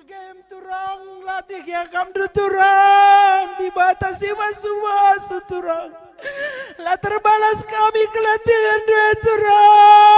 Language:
Batak Karo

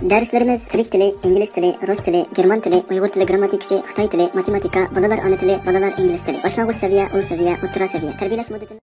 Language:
Uyghur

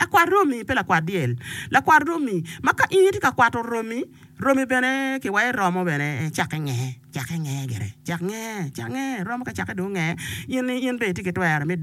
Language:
Acoli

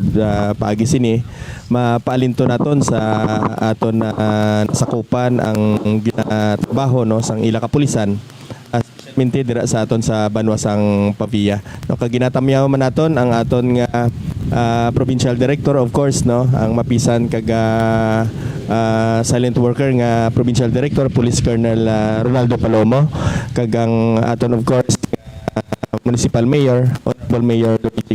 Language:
Hiligaynon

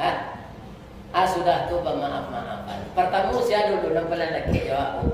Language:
Minangkabau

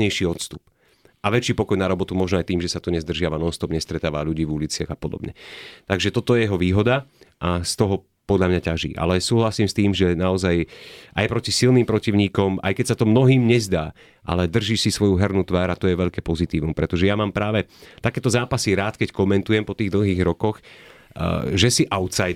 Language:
Slovak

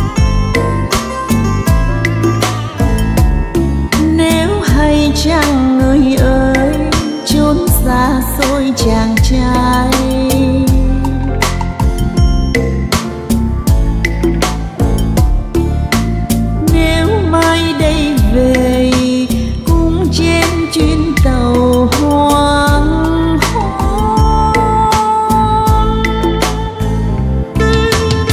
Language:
Vietnamese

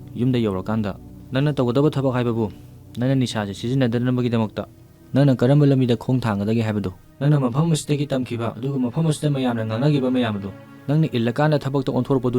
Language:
Manipuri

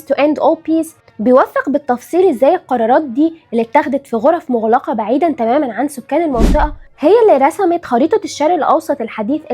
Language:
Egyptian Arabic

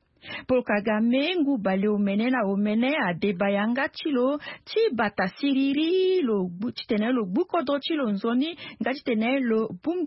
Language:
Sango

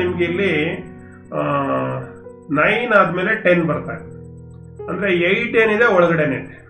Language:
Kannada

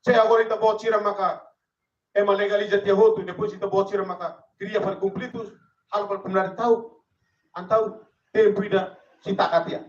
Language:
Tetum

